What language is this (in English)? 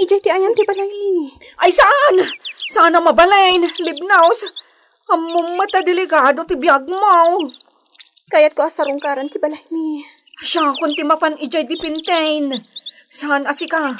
Iloko